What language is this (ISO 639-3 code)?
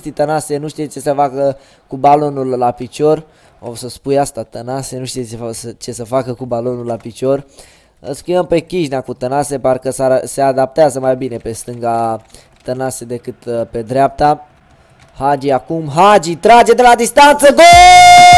ron